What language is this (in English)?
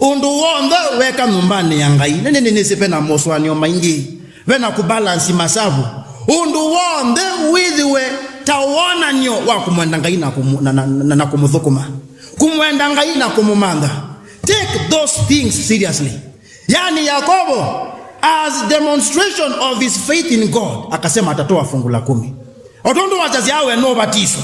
Kamba